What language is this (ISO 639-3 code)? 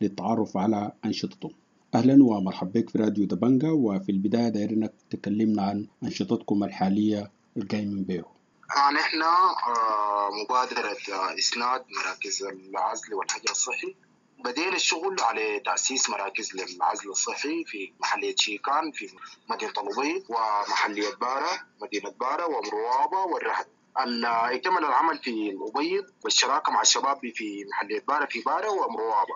apd